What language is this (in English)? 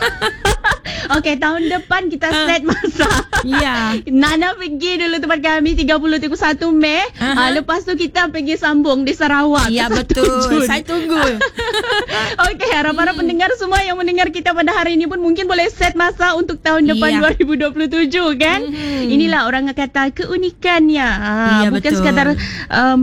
Malay